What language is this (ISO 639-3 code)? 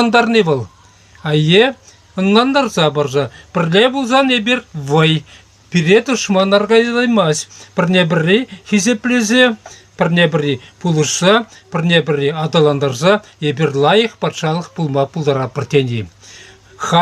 chv